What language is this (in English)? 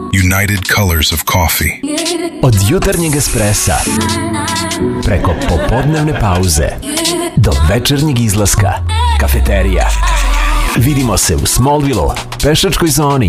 Serbian